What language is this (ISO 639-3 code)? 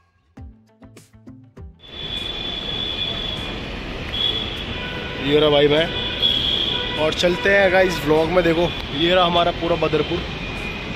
hin